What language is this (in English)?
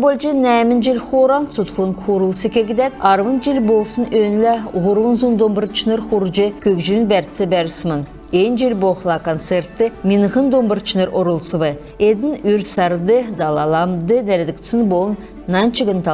Kalmyk